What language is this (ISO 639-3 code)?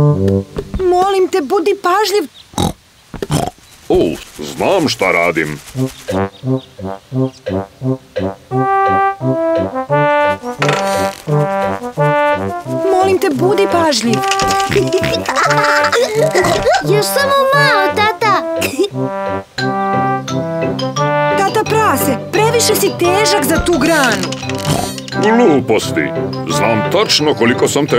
srp